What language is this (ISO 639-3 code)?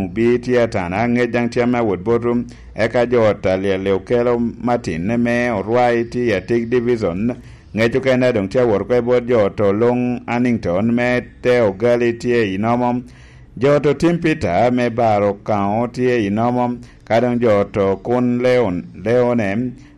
laj